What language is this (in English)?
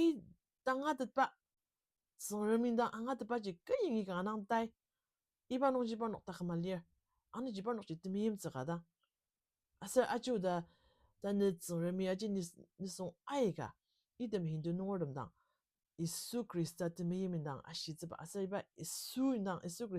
Ao Naga